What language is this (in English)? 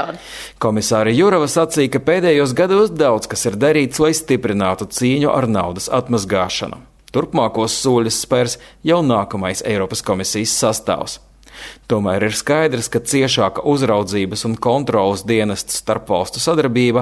Latvian